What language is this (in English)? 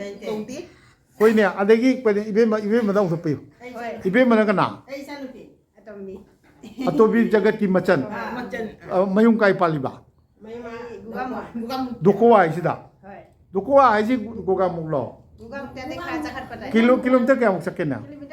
Manipuri